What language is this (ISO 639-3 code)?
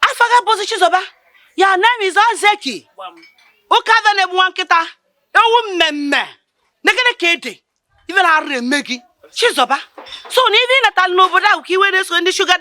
ibo